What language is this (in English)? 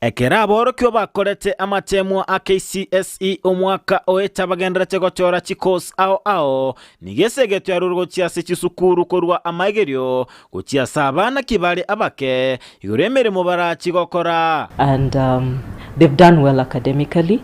Gusii